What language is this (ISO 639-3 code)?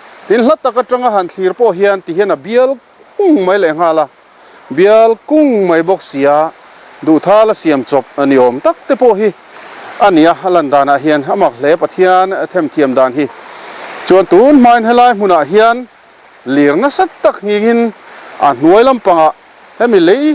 lus